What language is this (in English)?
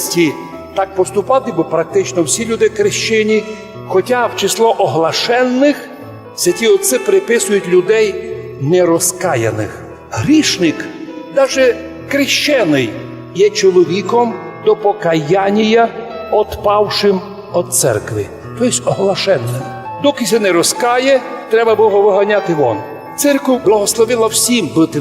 Rusyn